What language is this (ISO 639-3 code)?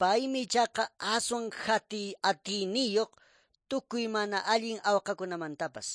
que